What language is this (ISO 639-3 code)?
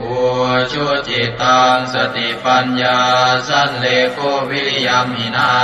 pli